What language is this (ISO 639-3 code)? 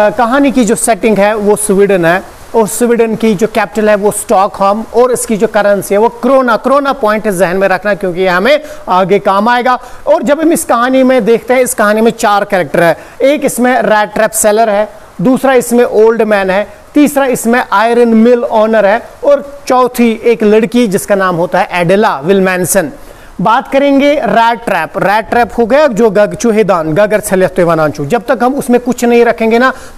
hin